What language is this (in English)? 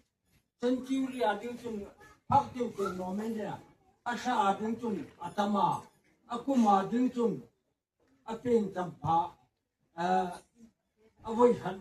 Hmar